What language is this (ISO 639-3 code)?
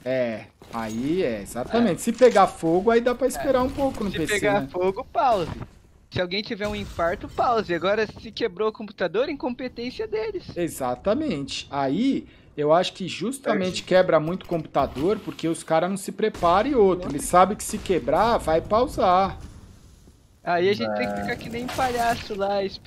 por